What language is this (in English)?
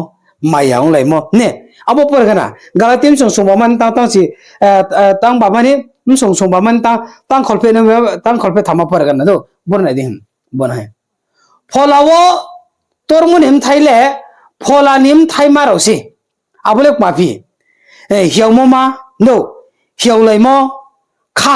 Riang (India)